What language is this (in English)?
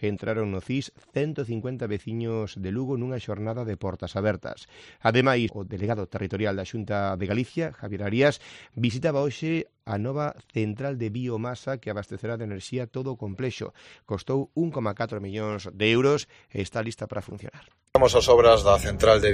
Galician